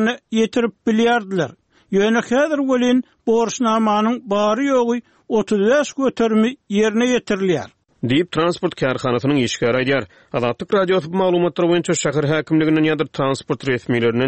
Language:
Turkmen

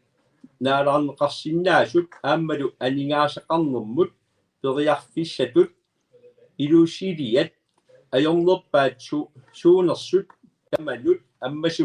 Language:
Kalaallisut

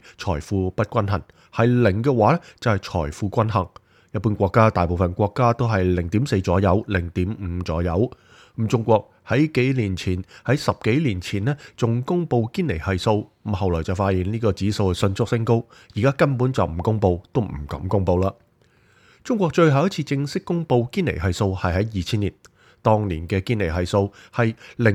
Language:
Cantonese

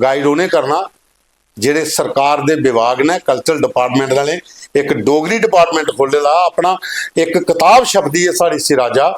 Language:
Dogri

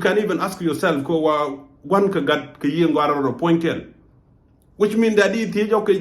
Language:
Nuer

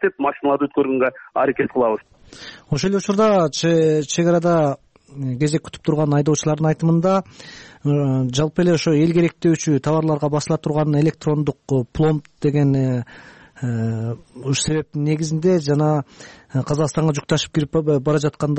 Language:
Kyrgyz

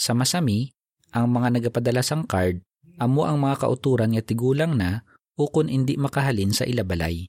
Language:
Hiligaynon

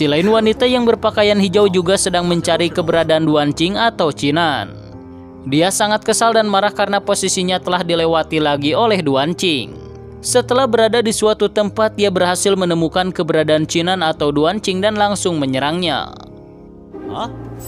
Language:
Indonesian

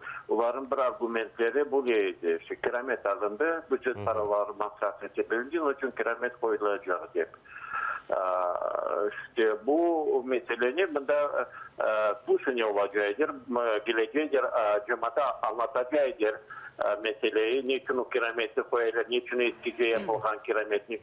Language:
Crimean Tatar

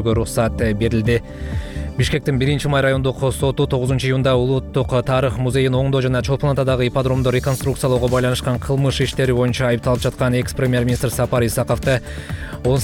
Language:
Kyrgyz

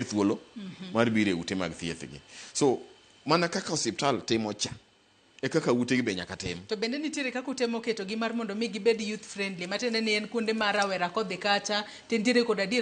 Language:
Luo (Kenya and Tanzania)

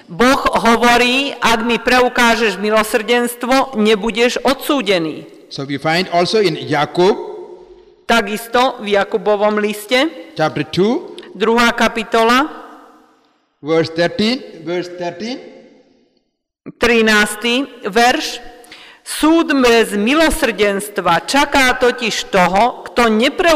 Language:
Slovak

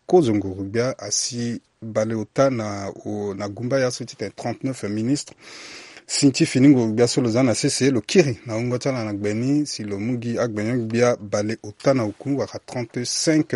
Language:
Sango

